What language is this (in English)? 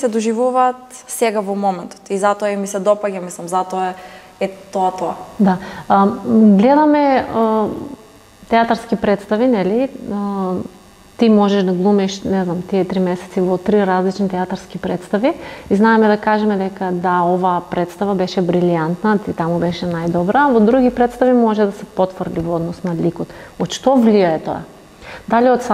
Macedonian